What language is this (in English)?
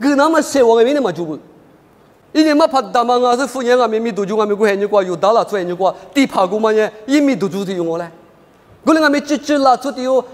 Lisu